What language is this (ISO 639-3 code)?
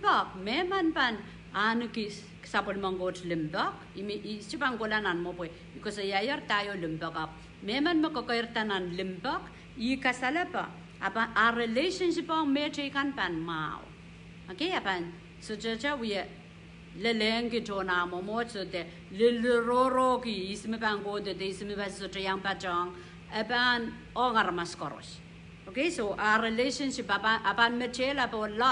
pon